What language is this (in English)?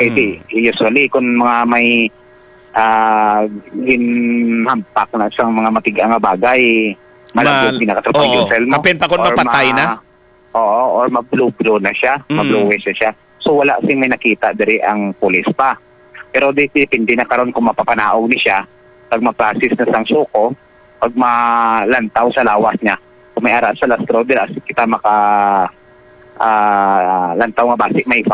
Hiligaynon